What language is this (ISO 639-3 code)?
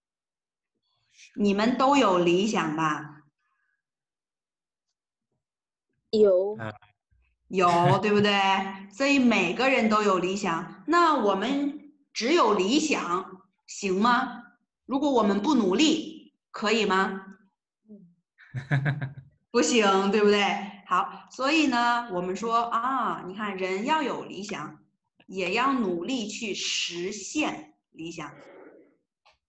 zho